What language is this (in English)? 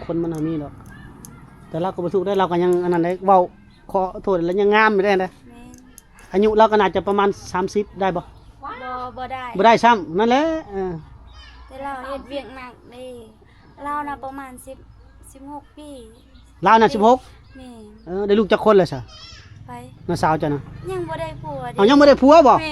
Lao